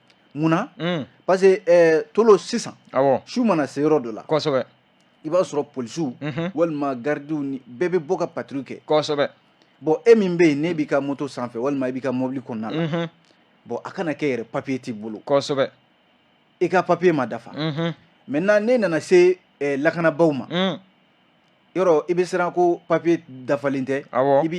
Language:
Bambara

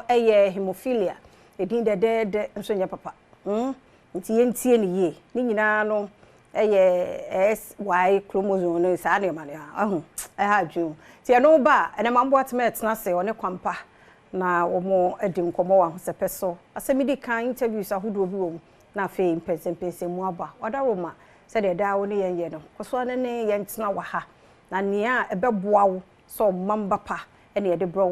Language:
Akan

